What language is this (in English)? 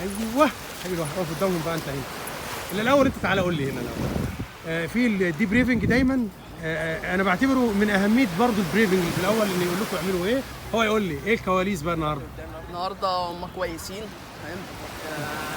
Egyptian Arabic